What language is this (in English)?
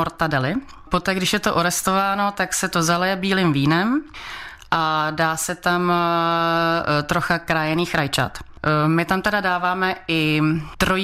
Czech